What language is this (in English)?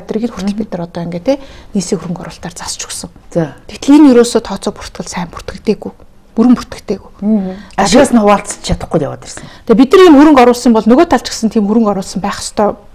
Mongolian